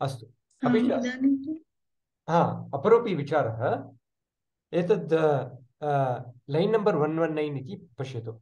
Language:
Sanskrit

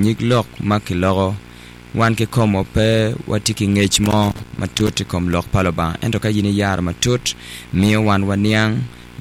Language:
Acoli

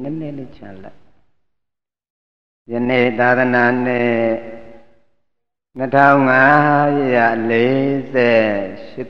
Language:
Burmese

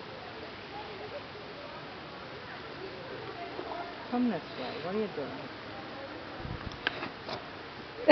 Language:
English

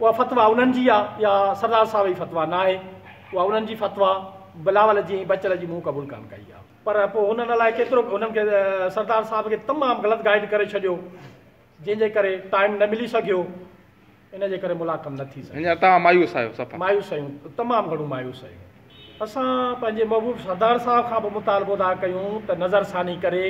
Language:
Sindhi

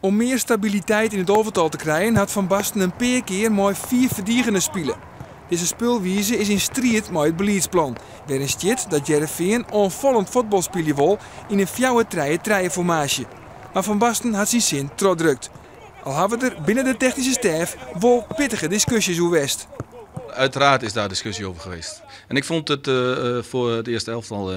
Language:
Western Frisian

